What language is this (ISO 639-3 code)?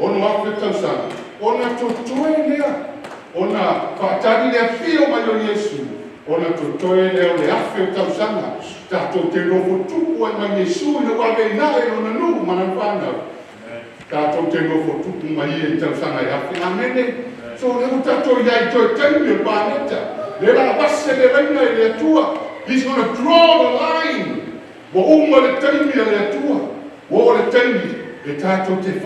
smo